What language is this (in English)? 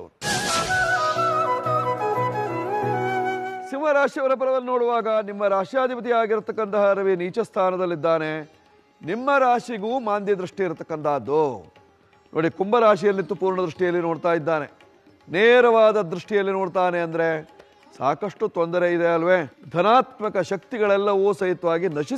Kannada